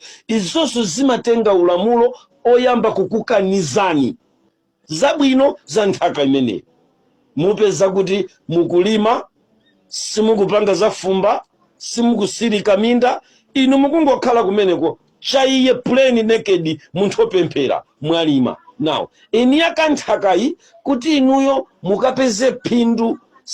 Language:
Nyanja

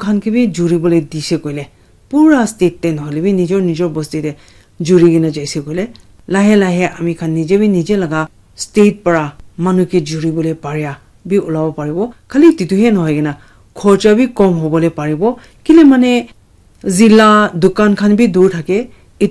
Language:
Naga Pidgin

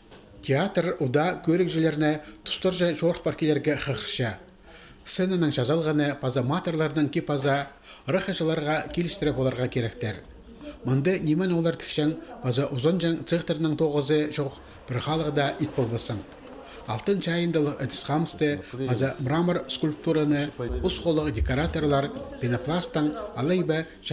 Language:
Khakas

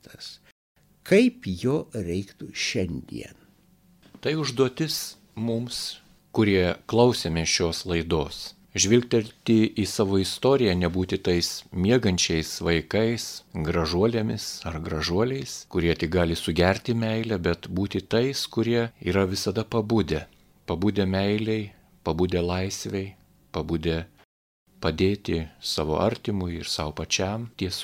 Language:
Lithuanian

